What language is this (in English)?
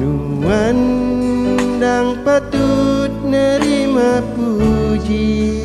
Iban